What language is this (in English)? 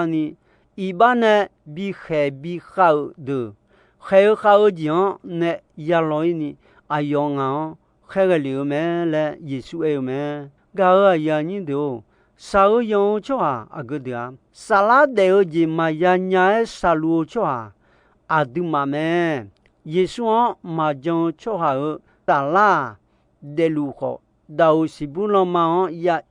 Akha